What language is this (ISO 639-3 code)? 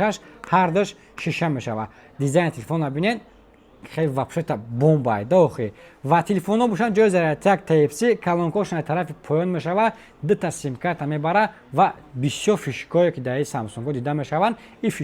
tgk